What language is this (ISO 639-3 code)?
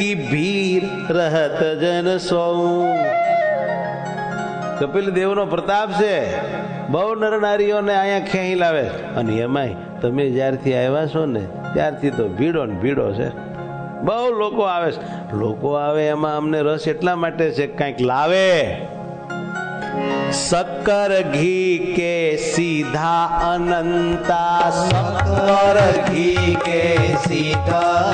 guj